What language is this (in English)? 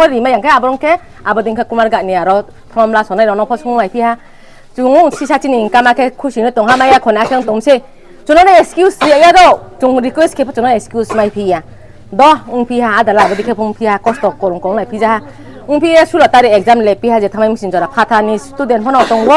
Riang (India)